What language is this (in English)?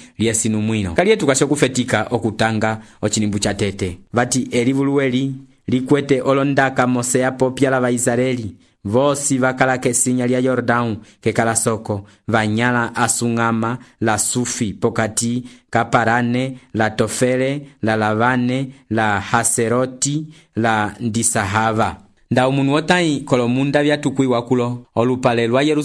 Umbundu